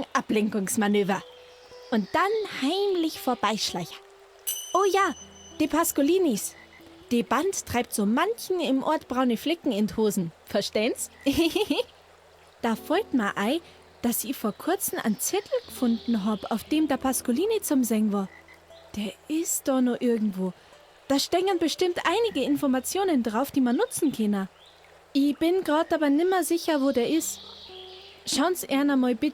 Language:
Bavarian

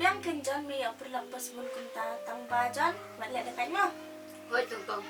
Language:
Khasi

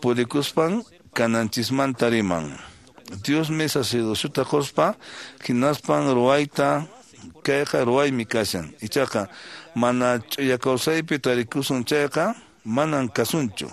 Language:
Quechua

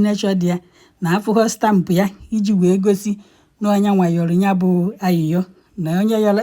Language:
Igbo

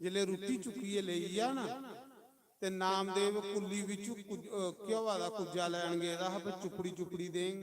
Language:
Dogri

